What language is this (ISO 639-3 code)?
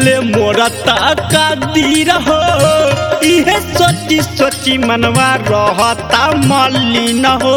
bho